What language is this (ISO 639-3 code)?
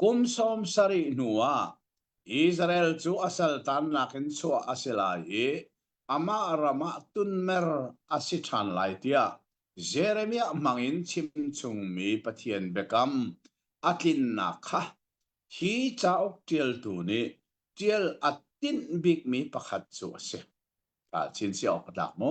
cnh